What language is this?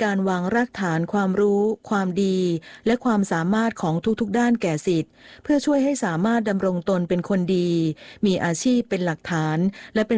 Thai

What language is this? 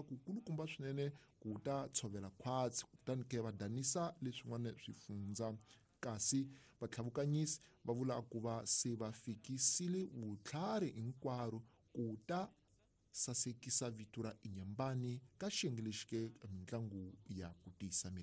Tsonga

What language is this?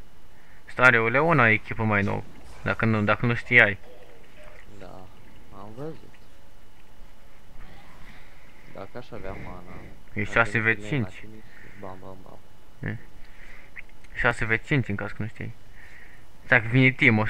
Romanian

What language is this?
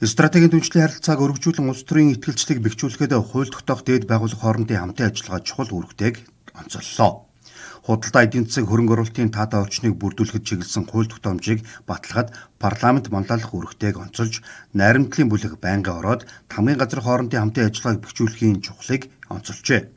Mongolian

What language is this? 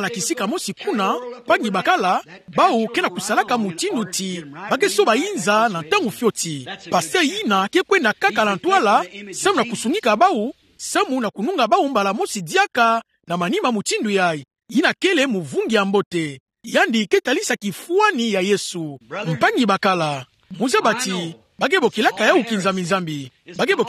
Kituba (Democratic Republic of Congo)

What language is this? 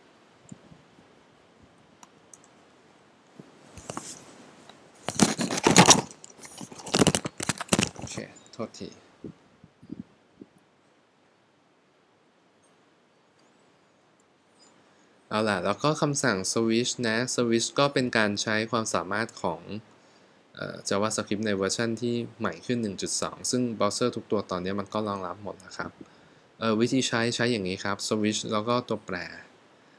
Thai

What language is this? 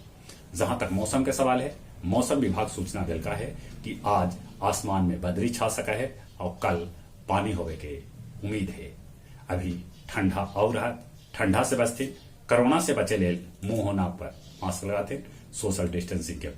Magahi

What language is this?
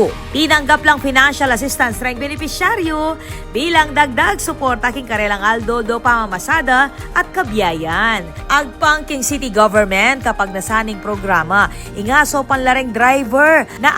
Pampanga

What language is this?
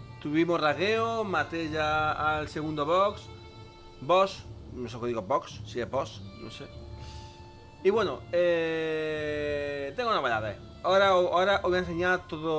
Spanish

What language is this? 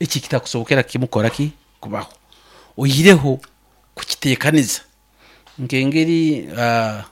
Nyoro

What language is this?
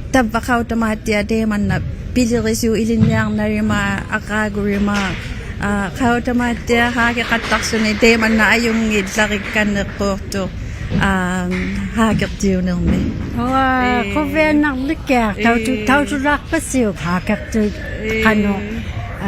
Inuktitut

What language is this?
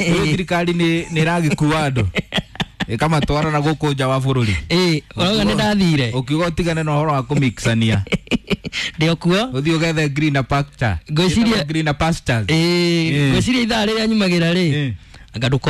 Kikuyu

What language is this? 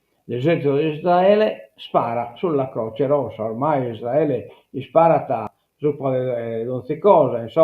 Sardinian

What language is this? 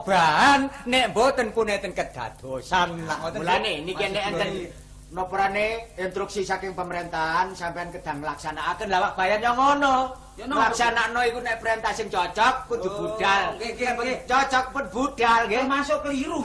Javanese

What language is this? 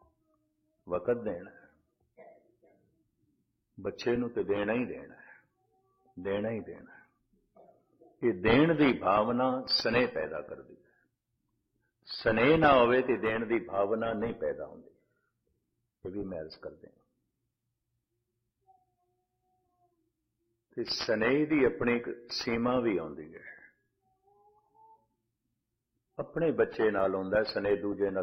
Punjabi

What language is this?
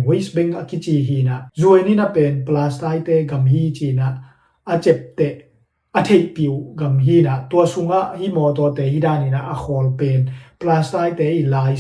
Tedim Chin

